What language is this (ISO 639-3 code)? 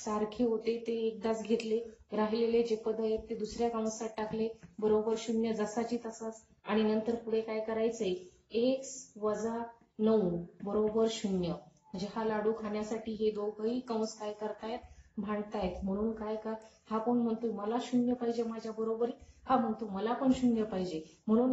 mar